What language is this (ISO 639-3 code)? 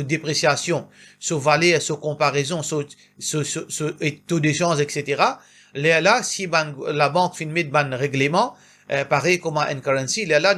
mfe